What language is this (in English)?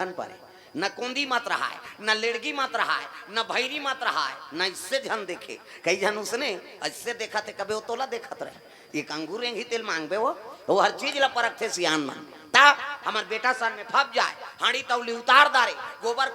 Chhattisgarhi